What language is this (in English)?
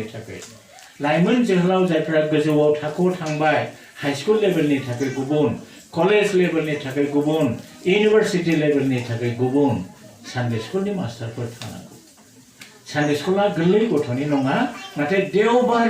Bodo